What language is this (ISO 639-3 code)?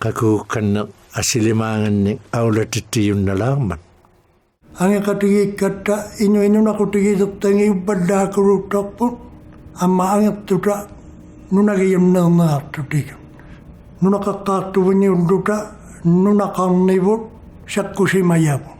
iku